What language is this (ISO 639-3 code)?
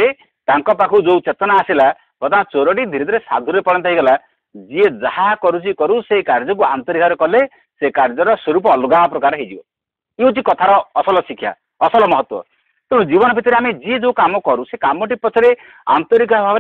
ori